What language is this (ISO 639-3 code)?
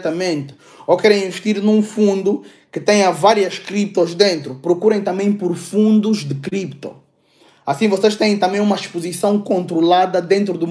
por